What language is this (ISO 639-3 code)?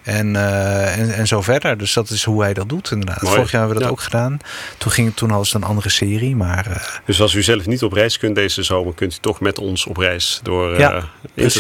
nld